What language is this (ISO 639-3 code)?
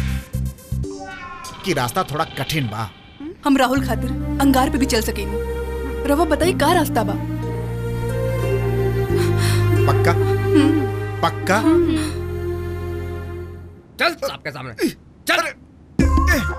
bho